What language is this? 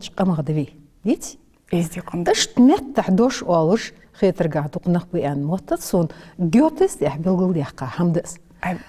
Ingush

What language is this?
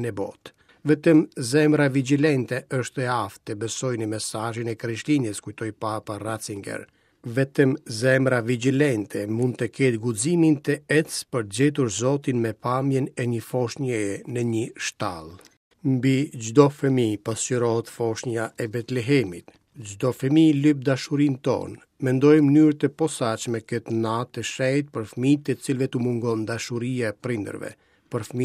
Albanian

